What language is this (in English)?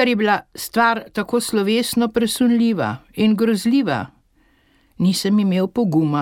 Slovenian